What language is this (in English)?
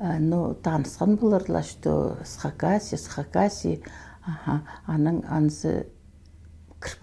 Khakas